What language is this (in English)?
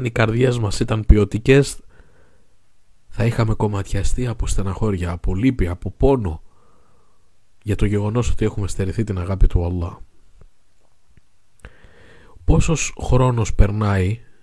Greek